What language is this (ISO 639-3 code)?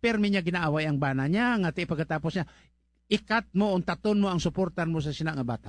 hil